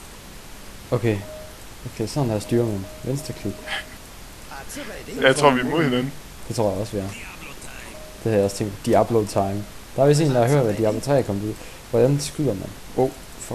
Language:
Danish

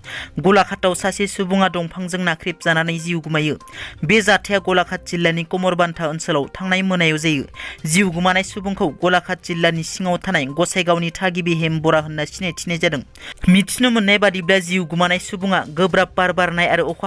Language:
Bodo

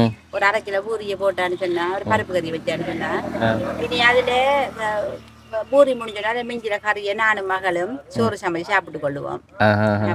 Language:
Tamil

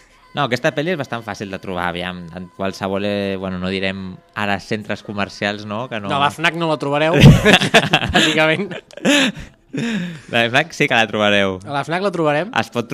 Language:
Catalan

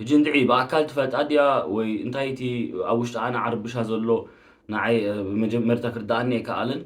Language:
Tigrinya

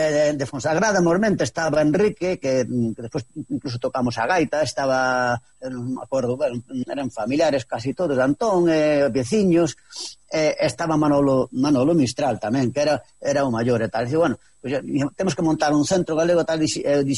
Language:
Galician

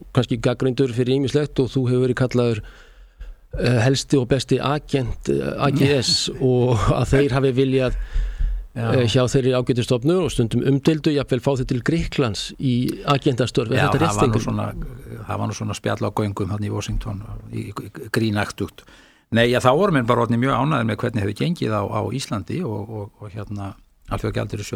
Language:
Icelandic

